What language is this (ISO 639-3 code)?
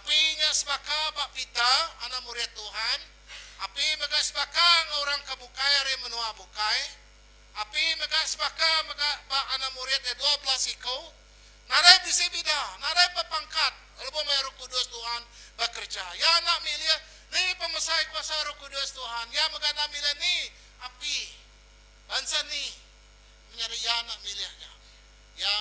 iba